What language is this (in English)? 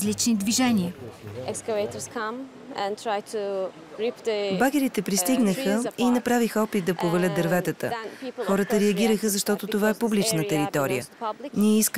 Bulgarian